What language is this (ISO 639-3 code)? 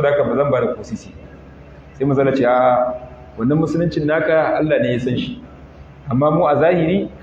hau